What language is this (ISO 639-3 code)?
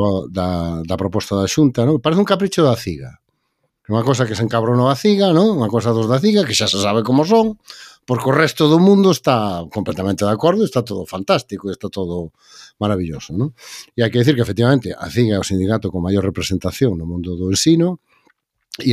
glg